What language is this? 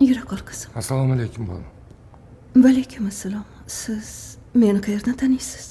Uzbek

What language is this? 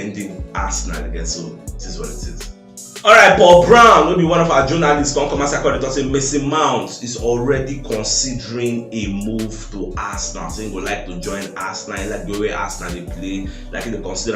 Nigerian Pidgin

